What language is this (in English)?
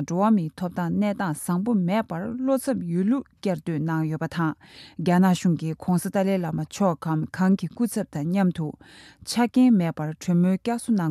Tibetan